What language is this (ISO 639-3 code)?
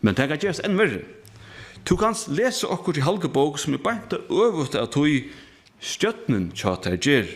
fao